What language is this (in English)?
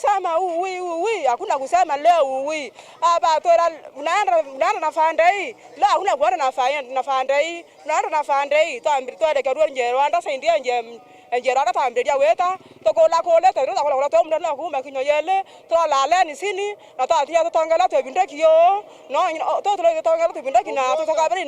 Meru